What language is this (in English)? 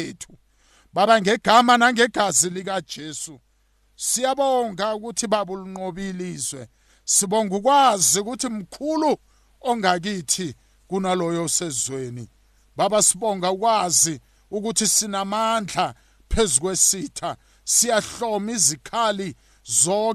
South Ndebele